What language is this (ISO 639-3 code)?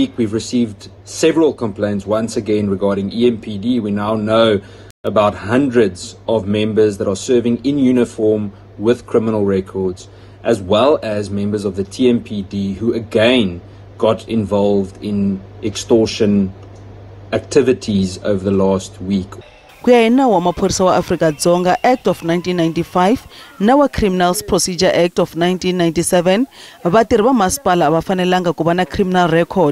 tso